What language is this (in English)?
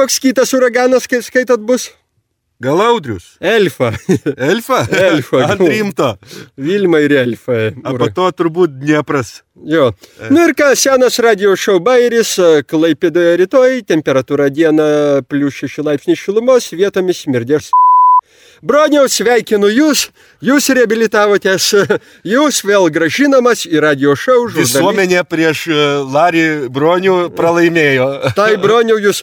Lithuanian